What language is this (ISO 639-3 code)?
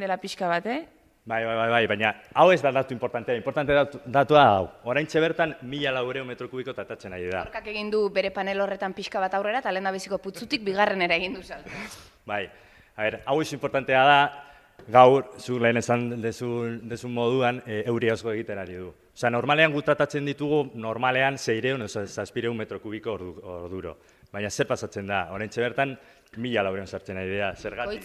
eus